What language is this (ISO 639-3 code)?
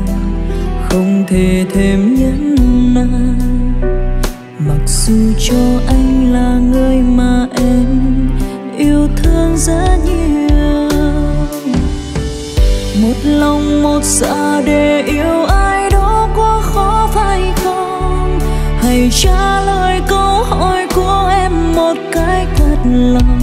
vie